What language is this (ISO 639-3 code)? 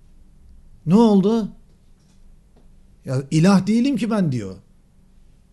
tur